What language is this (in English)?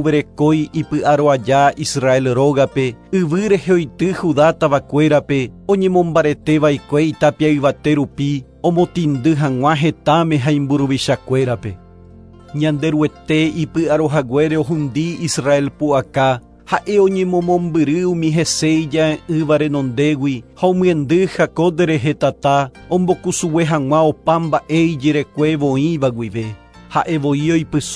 Guarani